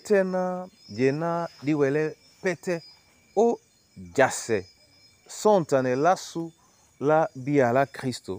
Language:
Duala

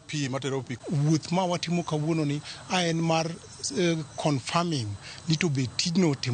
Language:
Luo (Kenya and Tanzania)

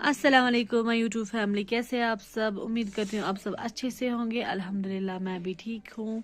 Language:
Kashmiri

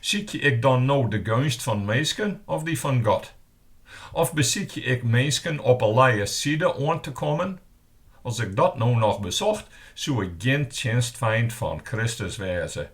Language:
Western Frisian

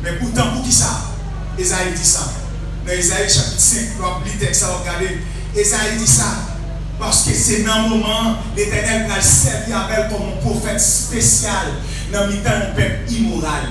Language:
Haitian Creole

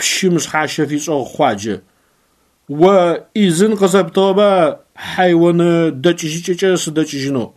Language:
Adyghe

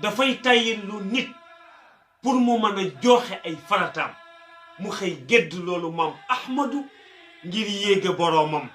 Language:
Wolof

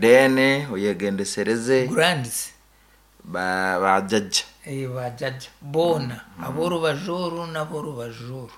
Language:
Nyankole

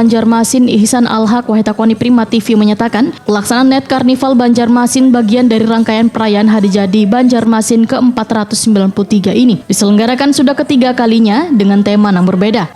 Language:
Banjar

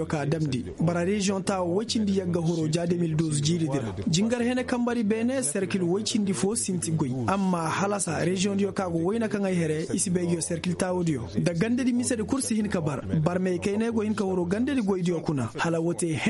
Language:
Koyraboro Senni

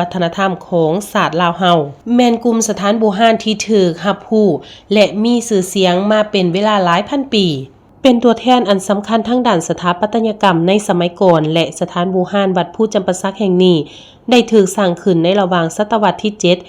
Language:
Lao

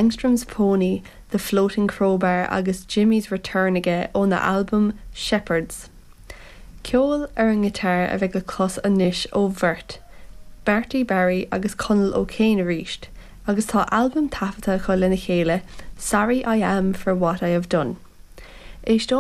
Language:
Irish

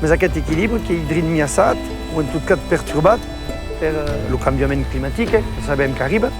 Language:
Occitan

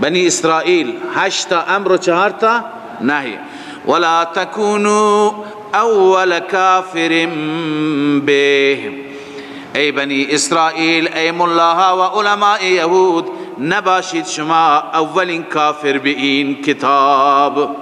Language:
Persian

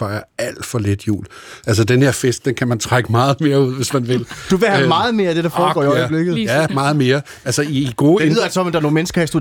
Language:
Danish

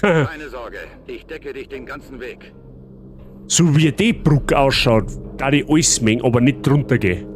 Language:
Bavarian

